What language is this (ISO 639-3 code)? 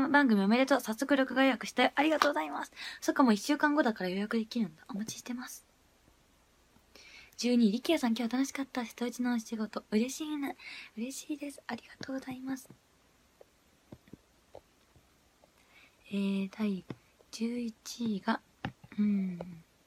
jpn